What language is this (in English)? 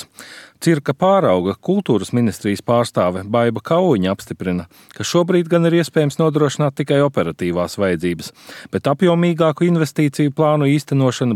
Latvian